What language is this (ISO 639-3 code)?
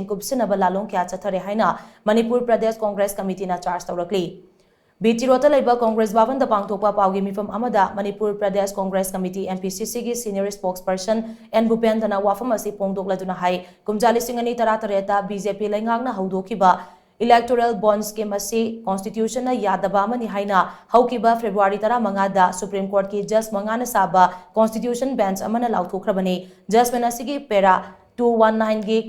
mni